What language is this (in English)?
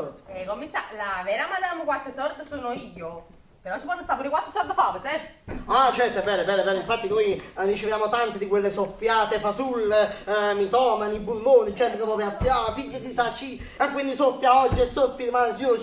Neapolitan